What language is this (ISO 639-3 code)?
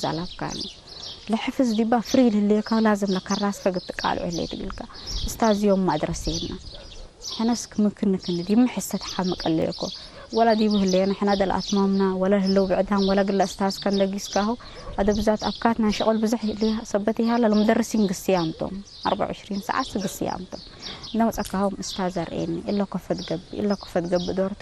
tig